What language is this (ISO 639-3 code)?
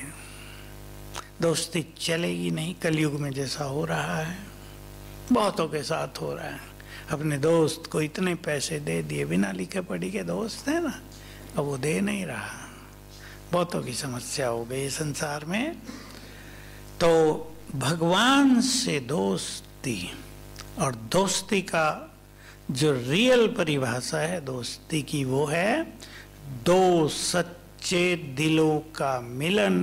hin